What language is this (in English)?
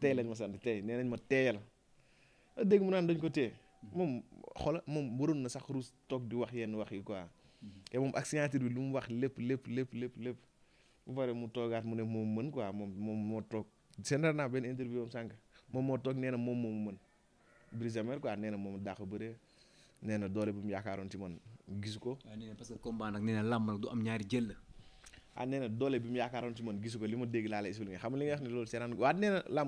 Wolof